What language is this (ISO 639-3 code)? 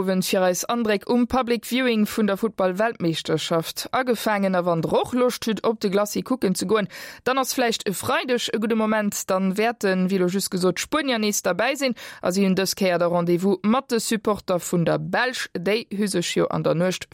ltz